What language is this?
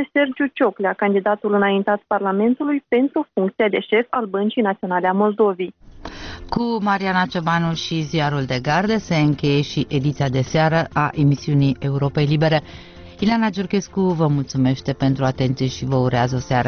Romanian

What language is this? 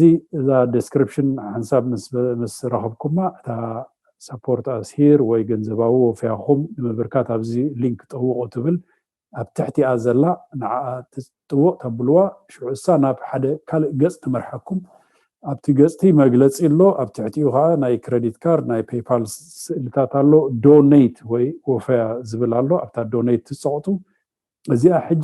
Tigrinya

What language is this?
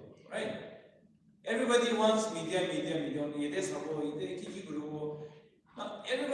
Naga Pidgin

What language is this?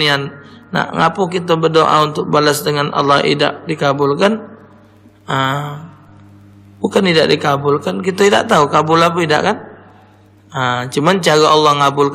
Musi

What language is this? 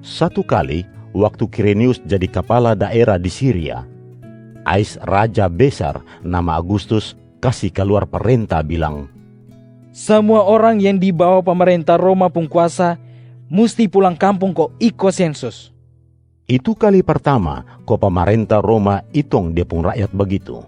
Kupang Malay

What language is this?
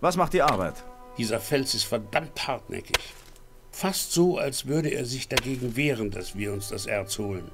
Bavarian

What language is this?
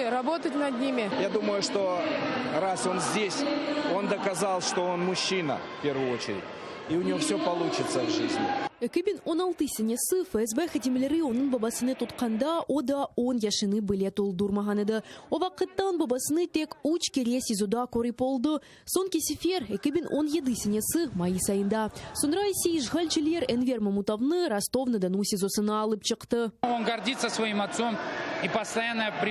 Crimean Tatar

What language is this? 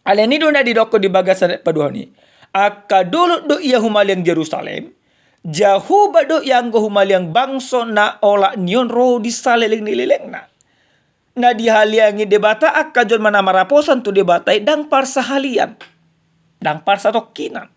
Batak Toba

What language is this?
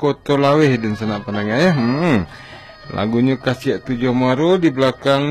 Minangkabau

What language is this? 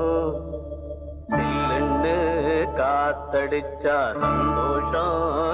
Tamil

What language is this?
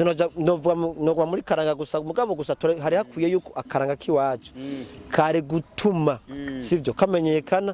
Rundi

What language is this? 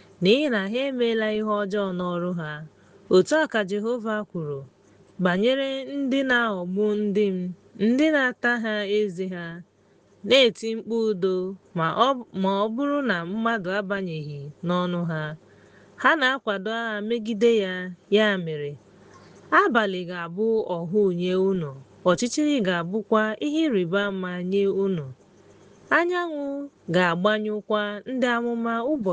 Igbo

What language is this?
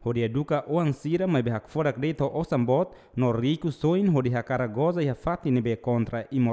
Tetum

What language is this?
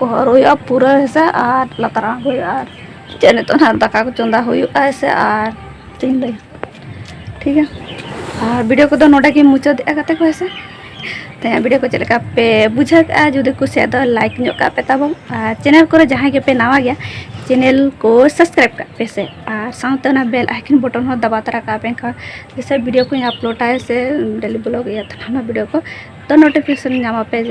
Santali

